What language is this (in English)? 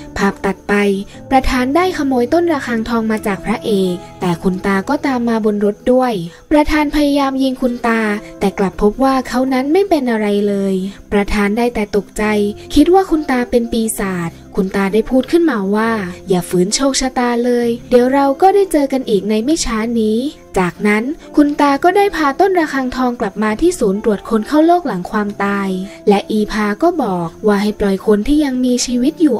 Thai